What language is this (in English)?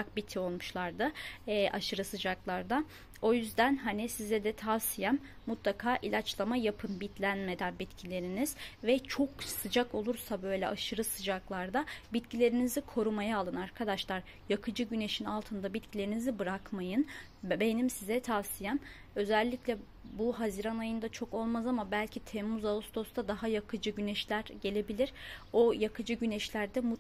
Turkish